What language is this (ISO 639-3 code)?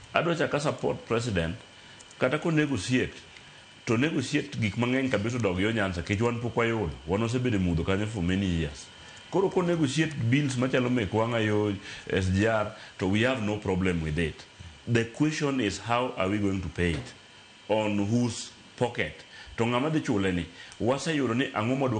luo